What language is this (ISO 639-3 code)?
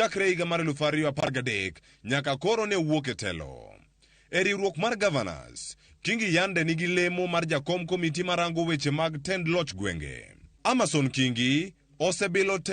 luo